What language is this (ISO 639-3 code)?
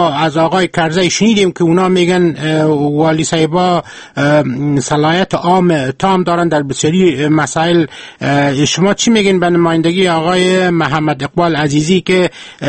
fas